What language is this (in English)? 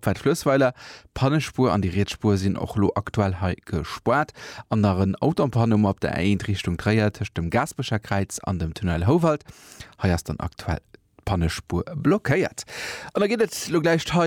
Luxembourgish